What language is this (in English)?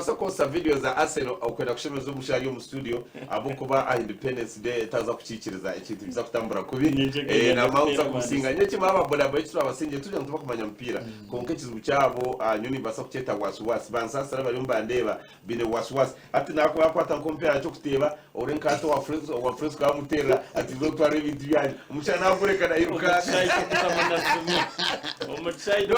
Nyankole